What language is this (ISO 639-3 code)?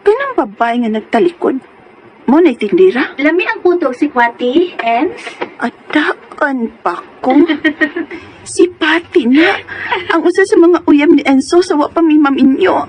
ceb